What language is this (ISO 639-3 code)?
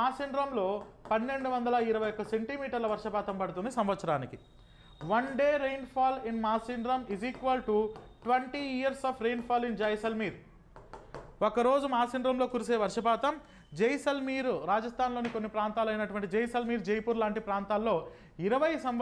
tel